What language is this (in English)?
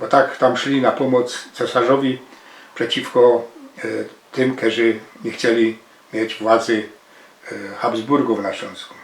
Silesian